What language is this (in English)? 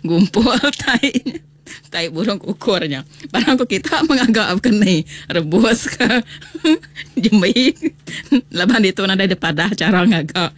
Iban